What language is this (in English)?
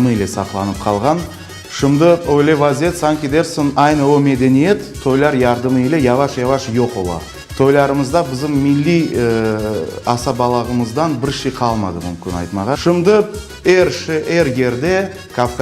Crimean Tatar